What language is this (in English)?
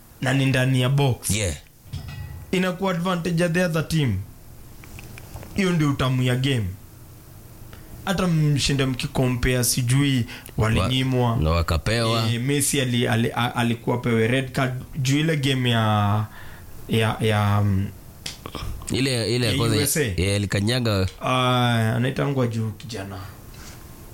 Swahili